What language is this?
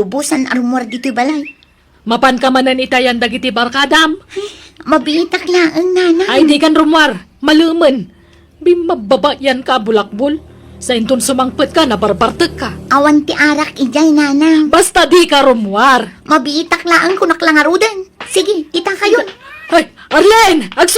Iloko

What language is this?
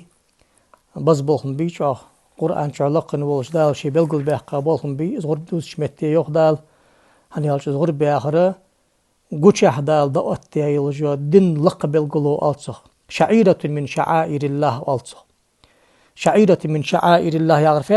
Ingush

